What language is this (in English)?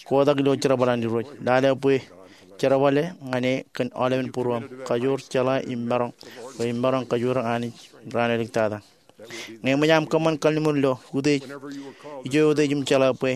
Marshallese